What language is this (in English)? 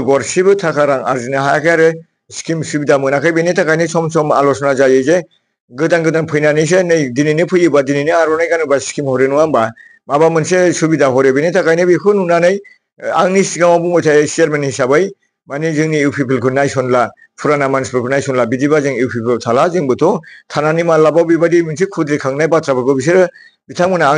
Bodo